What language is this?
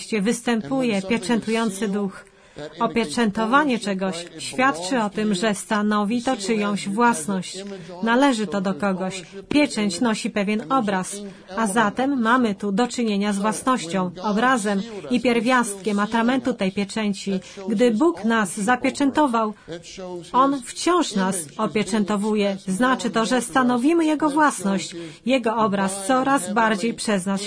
Polish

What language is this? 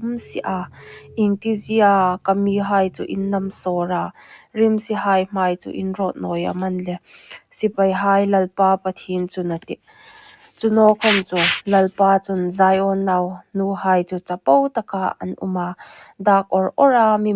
Hmar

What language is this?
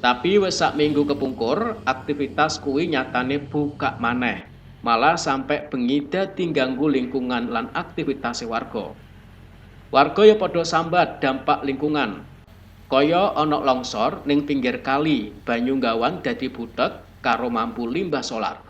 Javanese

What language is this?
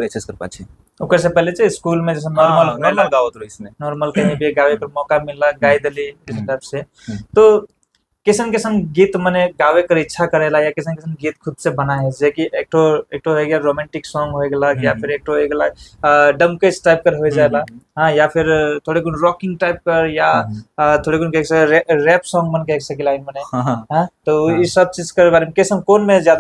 Sadri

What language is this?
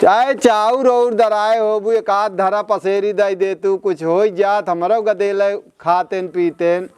Awadhi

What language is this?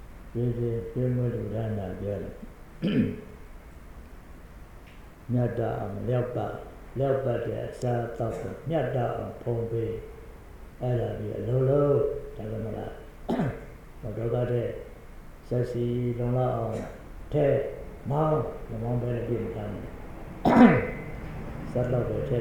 Burmese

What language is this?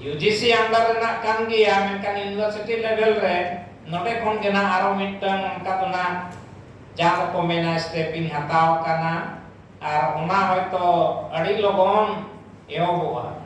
Santali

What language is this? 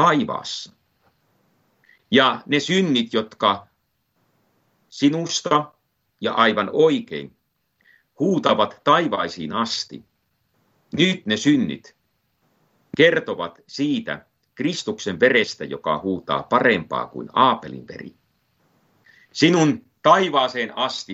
Finnish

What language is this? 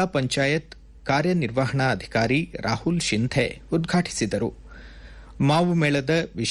Kannada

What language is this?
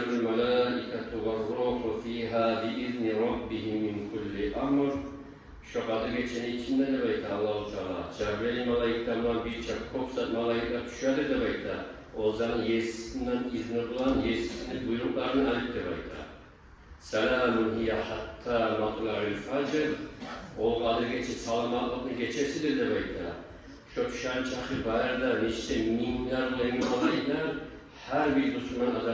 Kumyk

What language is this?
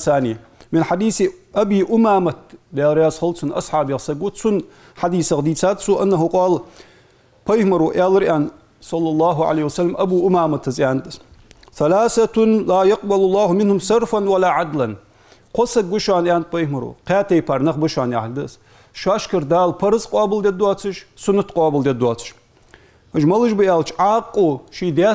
Ingush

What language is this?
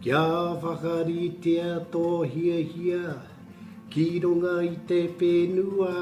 Māori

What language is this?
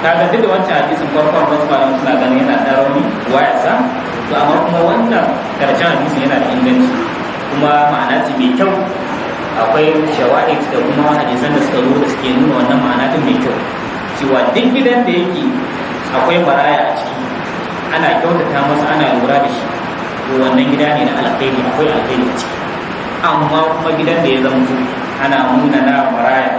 Hausa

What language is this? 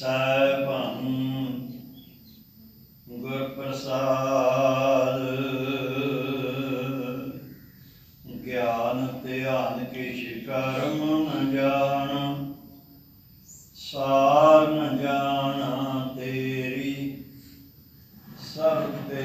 Punjabi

